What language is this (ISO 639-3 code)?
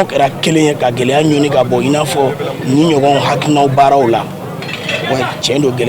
bam